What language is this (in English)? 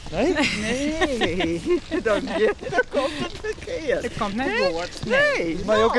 Western Frisian